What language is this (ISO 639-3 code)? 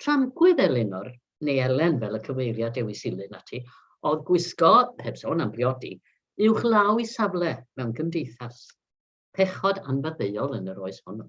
cym